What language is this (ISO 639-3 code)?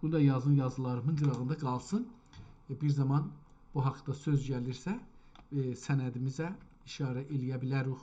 azb